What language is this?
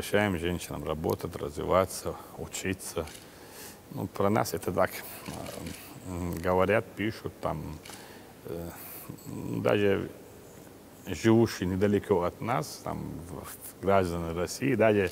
Russian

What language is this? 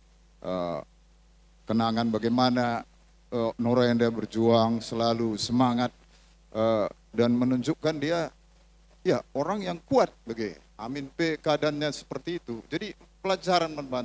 Batak Karo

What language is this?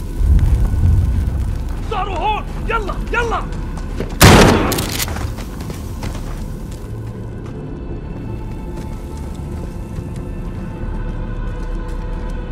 French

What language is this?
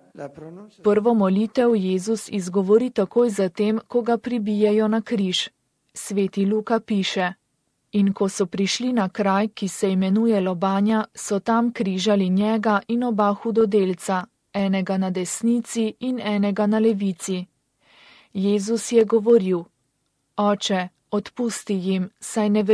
Slovenian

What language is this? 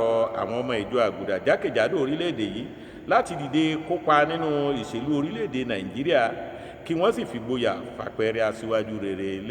Yoruba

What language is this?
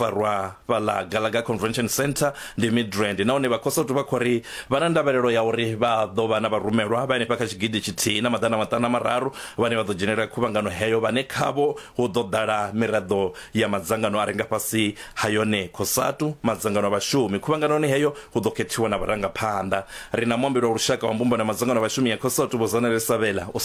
Venda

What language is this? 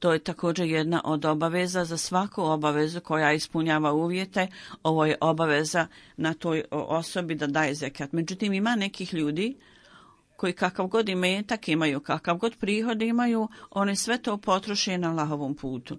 Bosnian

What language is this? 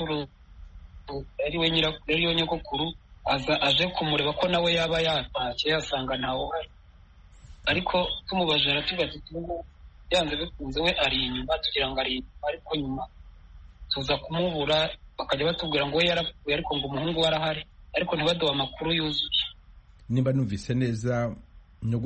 Kinyarwanda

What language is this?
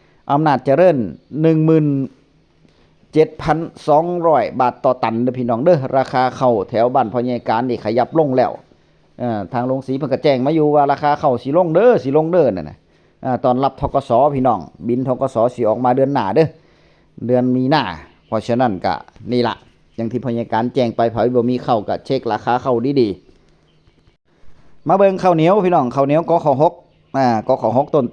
Northeastern Thai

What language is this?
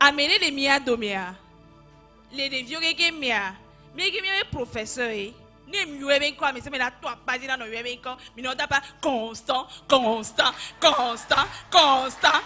Ewe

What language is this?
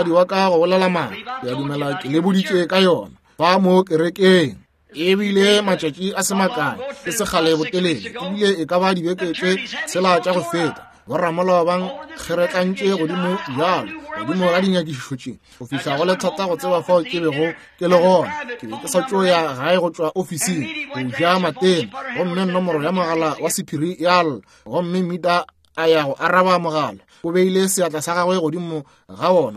Northern Sotho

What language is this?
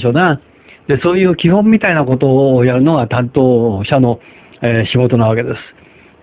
Japanese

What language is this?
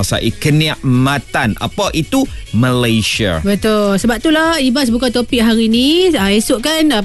Malay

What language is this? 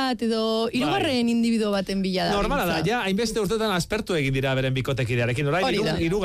Basque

